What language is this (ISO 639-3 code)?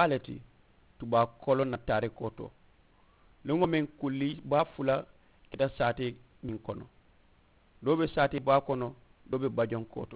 man